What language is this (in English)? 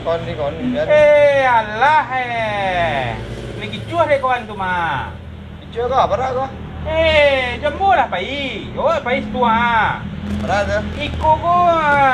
Minangkabau